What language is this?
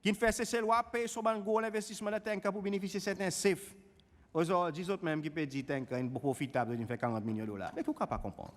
Seselwa Creole French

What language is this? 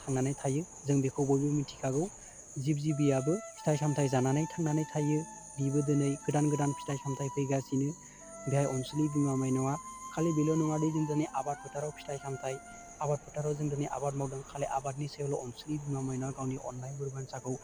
Bodo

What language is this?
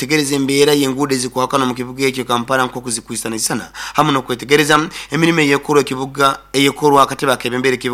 Nyoro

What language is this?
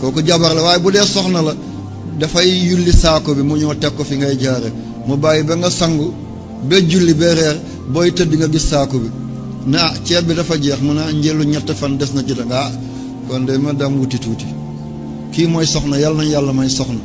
Wolof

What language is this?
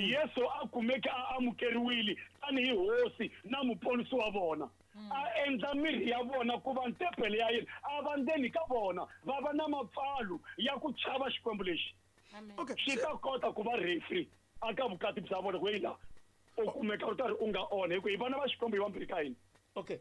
Tsonga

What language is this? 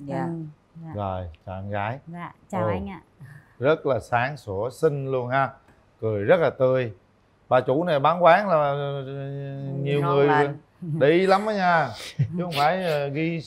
Vietnamese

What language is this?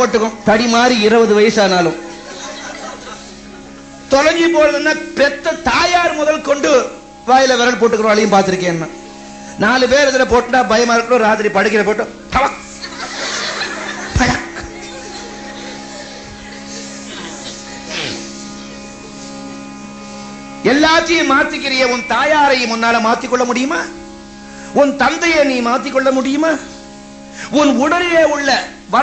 Tamil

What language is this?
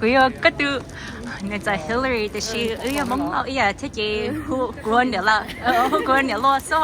Hmong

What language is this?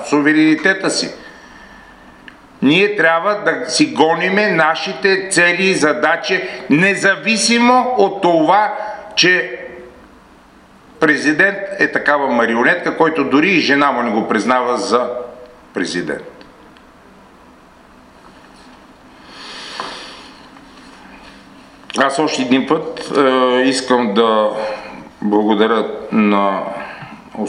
Bulgarian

